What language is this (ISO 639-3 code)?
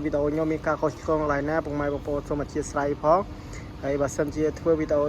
khm